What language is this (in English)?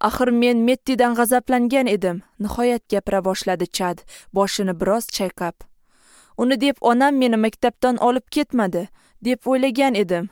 Uzbek